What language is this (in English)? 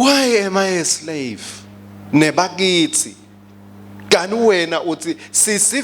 Swati